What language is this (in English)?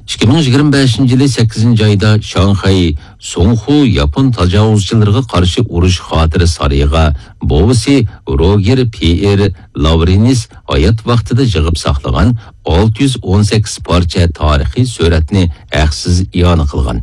Uyghur